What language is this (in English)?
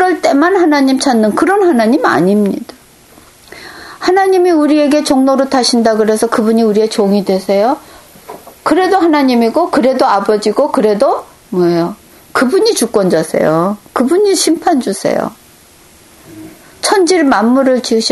Korean